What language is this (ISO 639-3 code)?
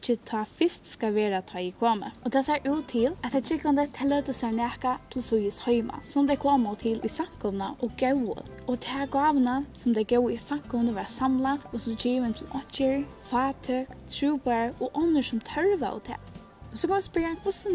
fao